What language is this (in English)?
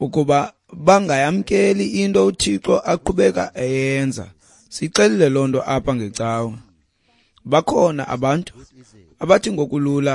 Xhosa